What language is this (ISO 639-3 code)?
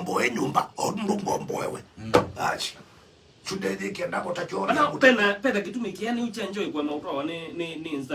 kam